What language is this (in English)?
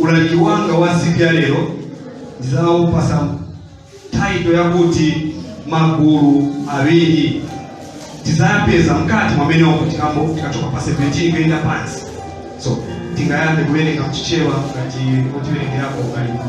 Nyanja